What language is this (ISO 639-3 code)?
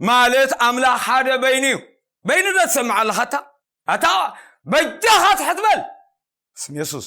tir